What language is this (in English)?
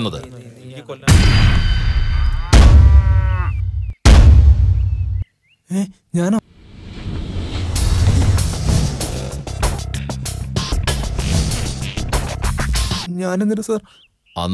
Malayalam